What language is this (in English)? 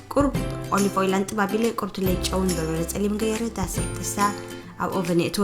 Tigrinya